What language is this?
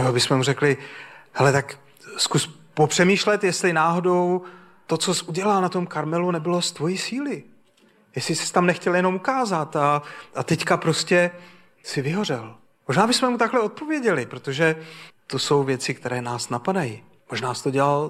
Czech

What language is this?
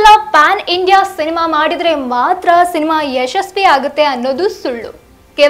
Kannada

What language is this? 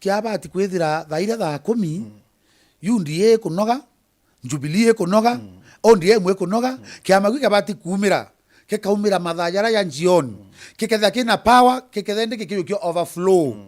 Meru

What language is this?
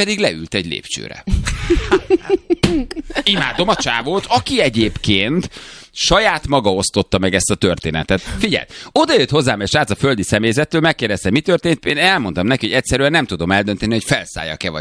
Hungarian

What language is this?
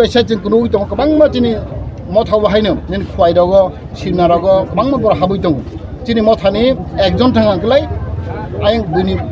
Kok Borok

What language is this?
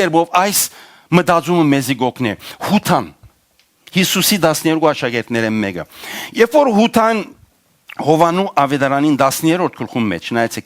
Western Armenian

